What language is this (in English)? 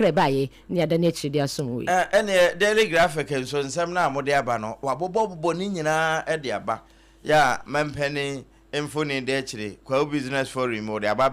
Akan